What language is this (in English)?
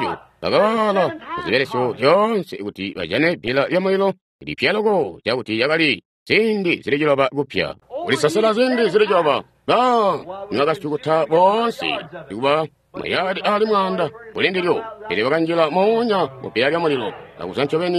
Tonga (Zambia)